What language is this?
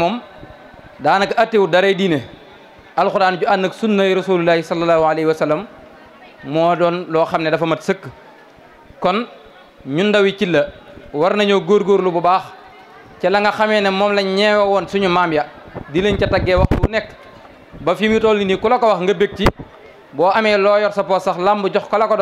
Wolof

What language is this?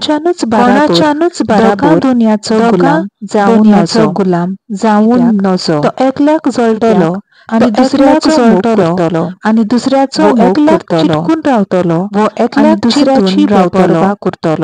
Konkani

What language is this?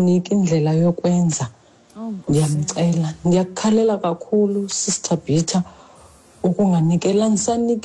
Xhosa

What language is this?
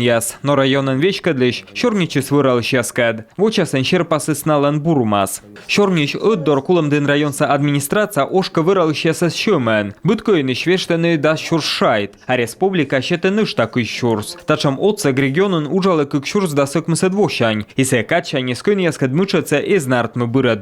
Komi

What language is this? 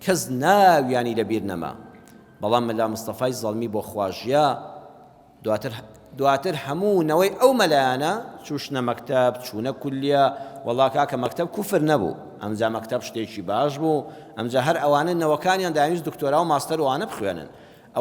Central Kurdish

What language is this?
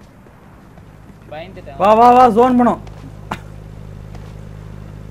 Tamil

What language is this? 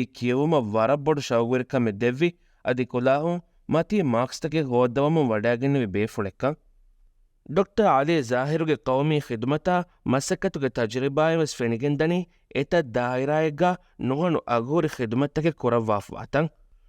Divehi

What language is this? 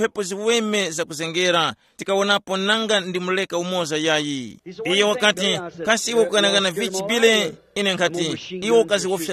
Tumbuka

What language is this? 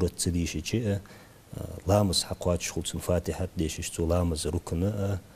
Ingush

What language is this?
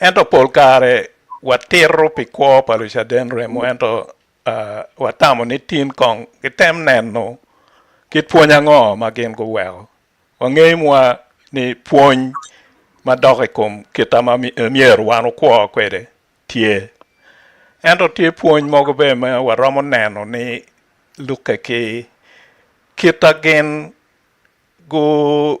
Acoli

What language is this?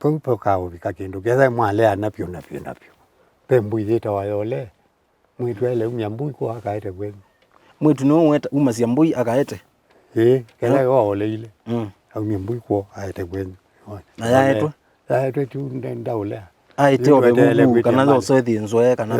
Kamba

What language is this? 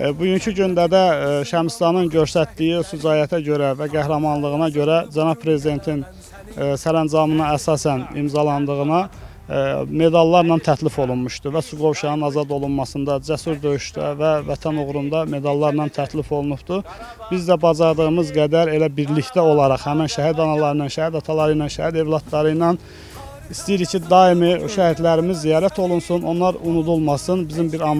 Azerbaijani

